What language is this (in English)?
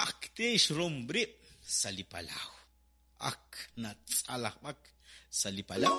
Kekchí